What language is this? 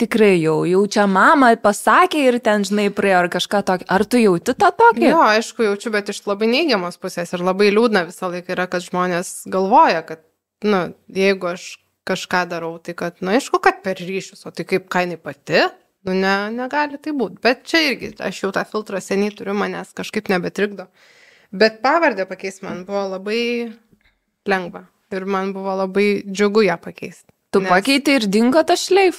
Lithuanian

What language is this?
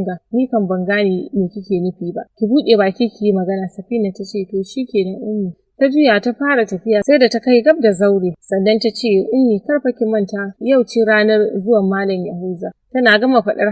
Hausa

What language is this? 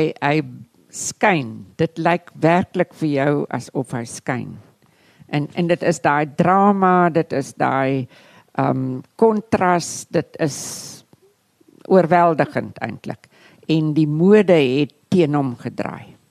Afrikaans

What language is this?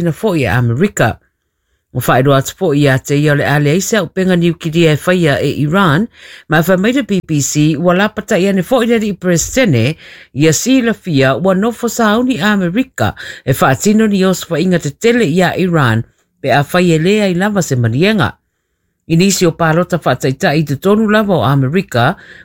Samoan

